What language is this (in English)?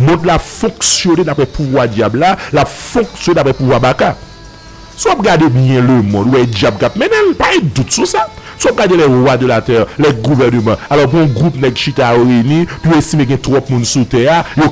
Haitian Creole